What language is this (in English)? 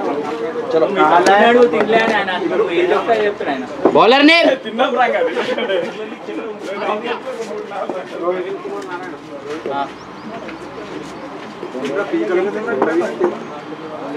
Telugu